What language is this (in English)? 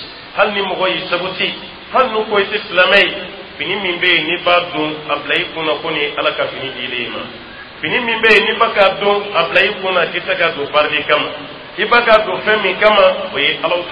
Dyula